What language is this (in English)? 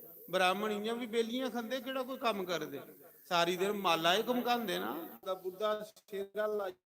Dogri